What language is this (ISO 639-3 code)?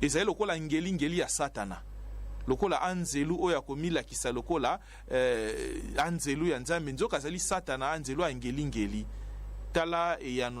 lin